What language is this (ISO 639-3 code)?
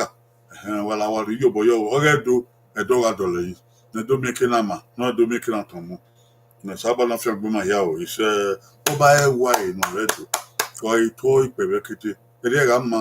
bin